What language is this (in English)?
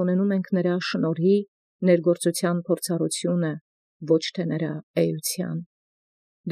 Armenian